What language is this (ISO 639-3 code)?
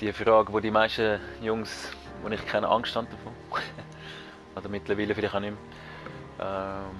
gsw